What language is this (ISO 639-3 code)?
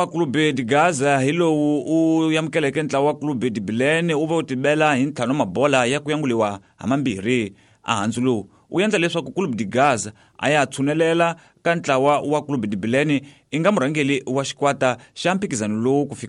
tso